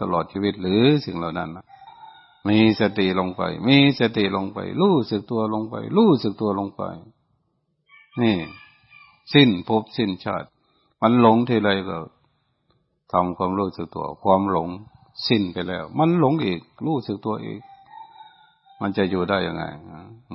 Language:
Thai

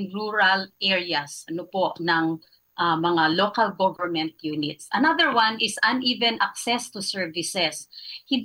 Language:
Filipino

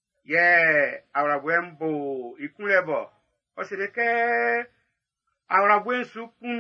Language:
Baoulé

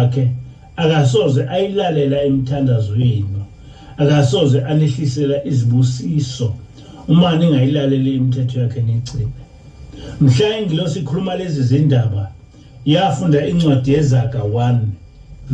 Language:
Zulu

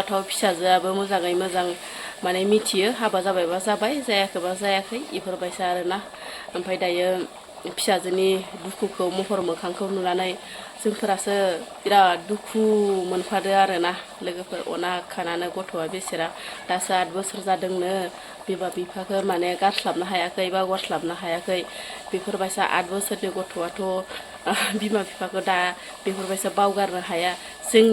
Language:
Bodo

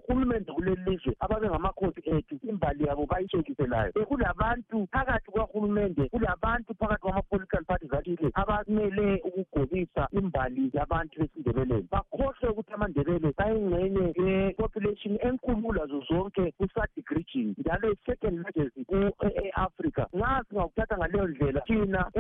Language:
North Ndebele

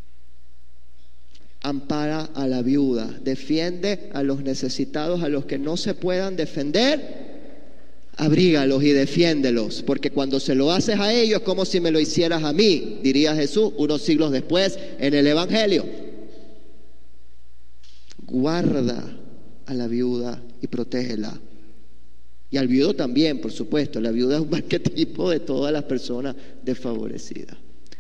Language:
Spanish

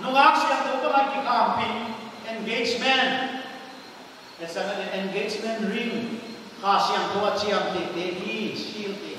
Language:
Paite Chin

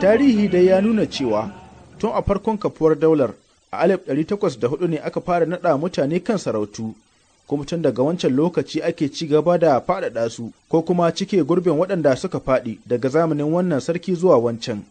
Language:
Hausa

